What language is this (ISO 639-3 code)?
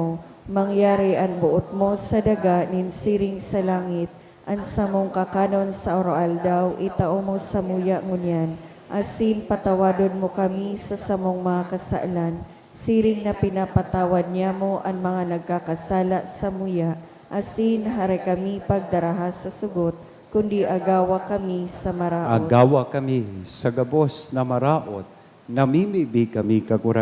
bik